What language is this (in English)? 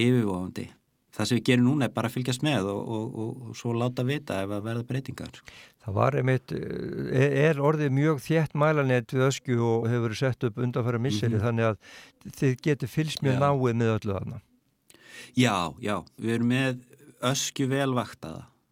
Icelandic